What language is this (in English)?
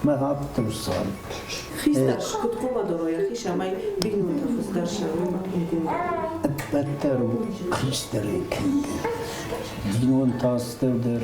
Ossetic